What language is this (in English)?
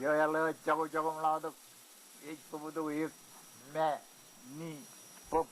Marshallese